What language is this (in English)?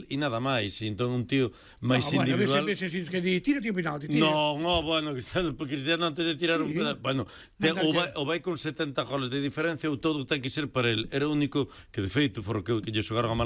Galician